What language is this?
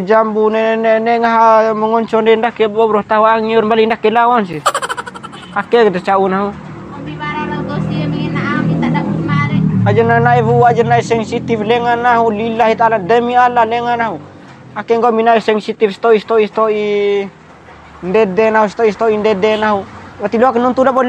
Bima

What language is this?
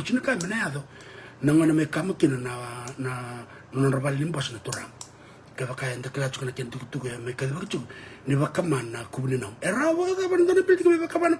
Fijian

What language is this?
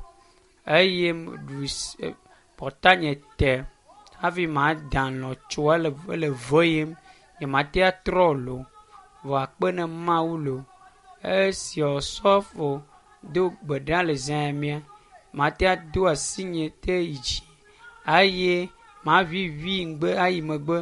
Ewe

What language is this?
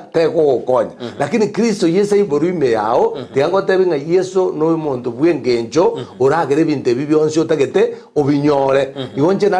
Gusii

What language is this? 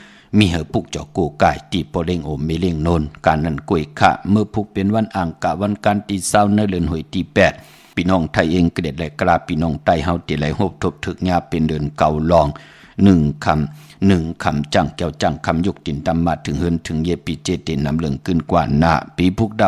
Shan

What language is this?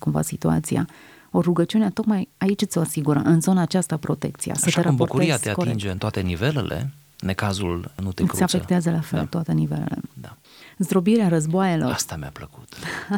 Romanian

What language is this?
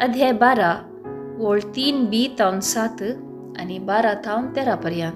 Konkani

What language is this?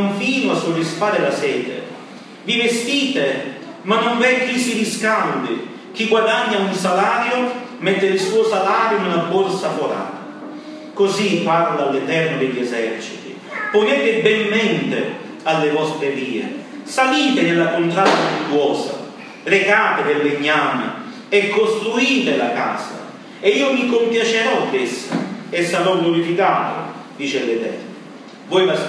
Italian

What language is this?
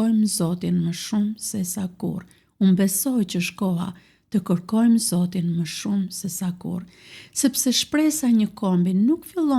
Albanian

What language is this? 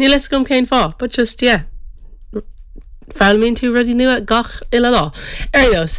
Irish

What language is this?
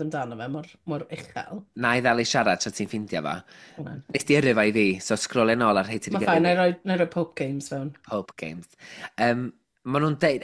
Welsh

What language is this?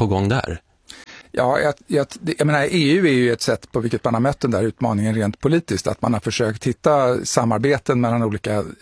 Swedish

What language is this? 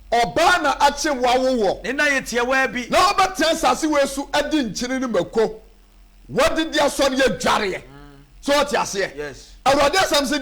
Akan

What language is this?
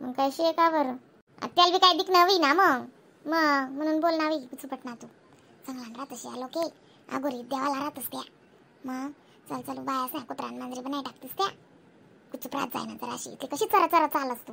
Khandesi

